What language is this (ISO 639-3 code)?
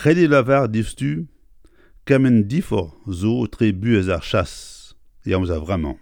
bre